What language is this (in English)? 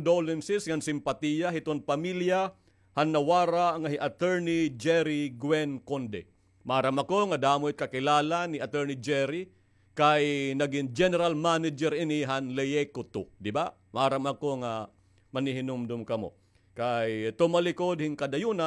Waray